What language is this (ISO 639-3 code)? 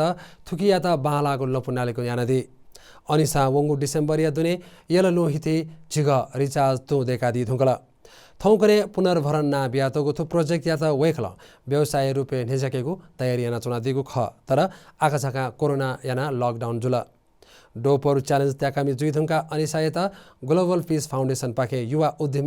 new